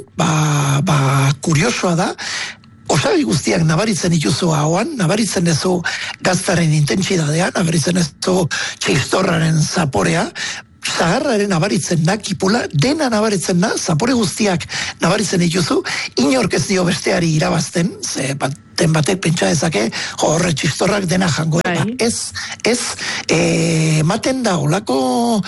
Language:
Basque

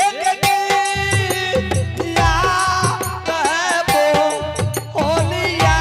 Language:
Angika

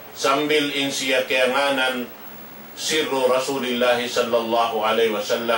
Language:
Tausug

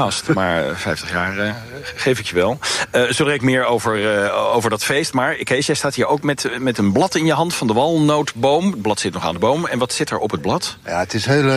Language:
Dutch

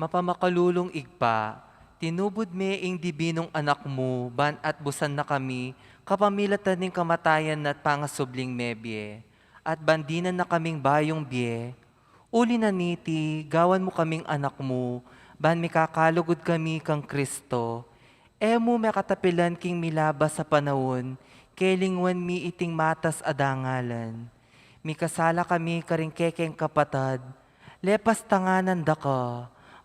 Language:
Pampanga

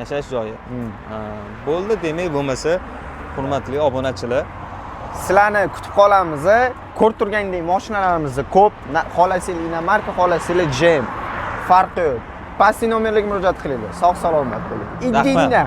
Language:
Uzbek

